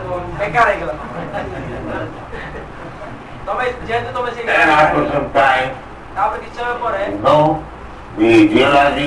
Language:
Odia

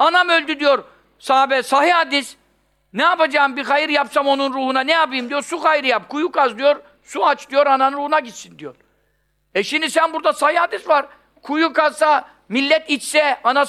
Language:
Turkish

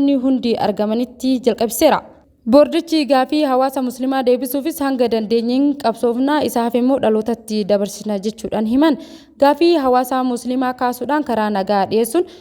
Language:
Oromo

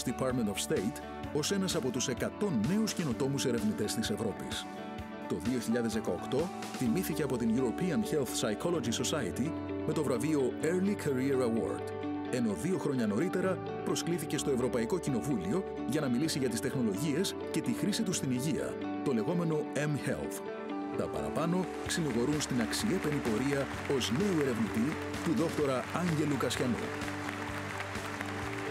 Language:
Greek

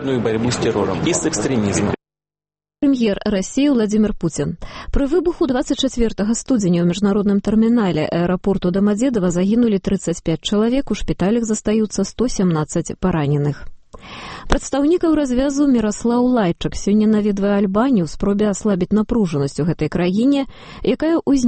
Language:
Belarusian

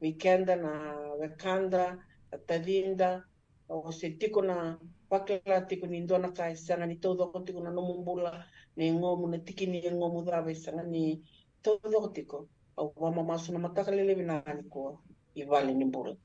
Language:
Fijian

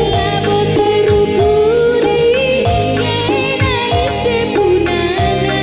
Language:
Batak Karo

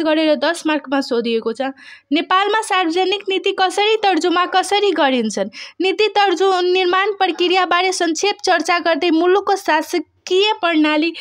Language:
Nepali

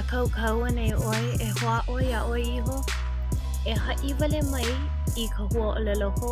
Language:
Hawaiian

